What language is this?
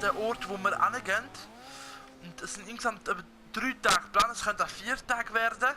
Swiss German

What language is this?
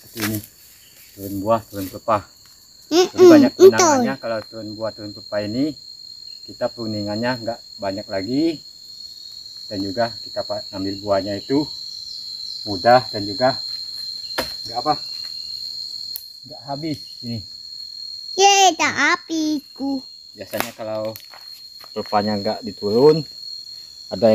Indonesian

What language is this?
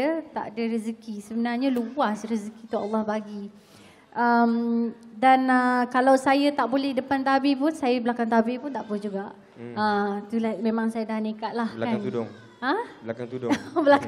Malay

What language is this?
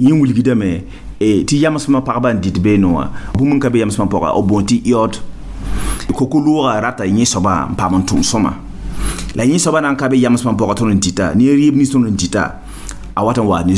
Mossi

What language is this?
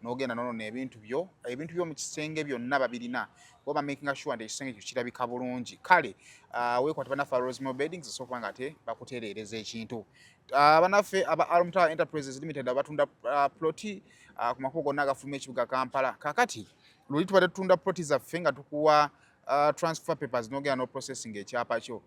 Ganda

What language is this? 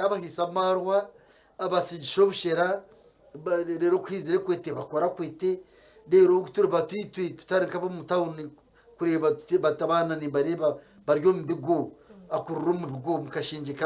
Nyankole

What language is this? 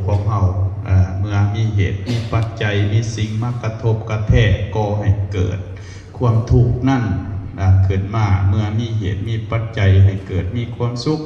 Lao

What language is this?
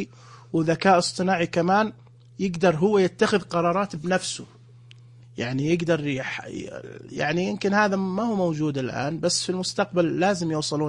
Najdi Arabic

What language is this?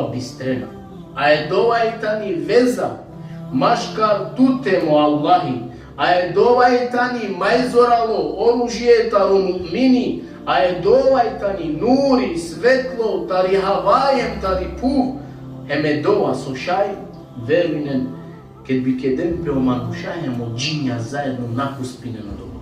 Balkan Romani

